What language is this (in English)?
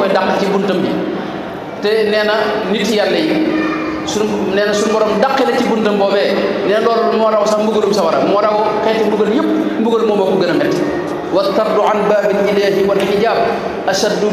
Wolof